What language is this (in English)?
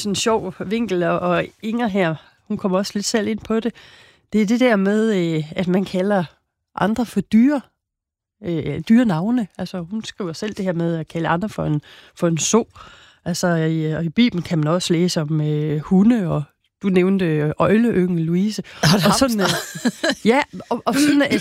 Danish